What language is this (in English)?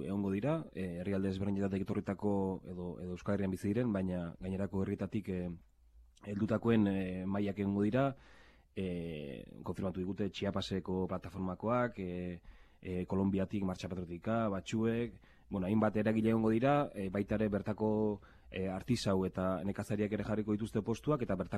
Basque